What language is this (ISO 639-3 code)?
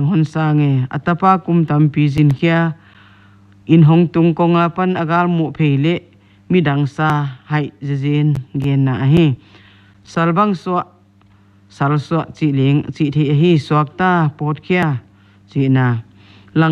pck